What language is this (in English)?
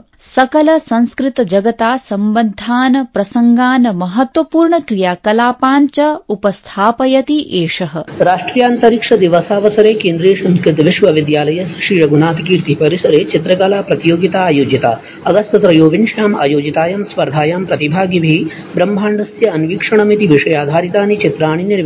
Sanskrit